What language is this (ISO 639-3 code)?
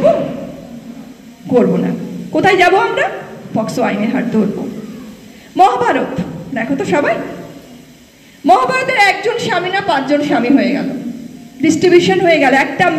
ben